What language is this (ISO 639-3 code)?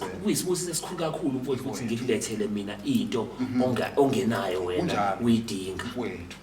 zul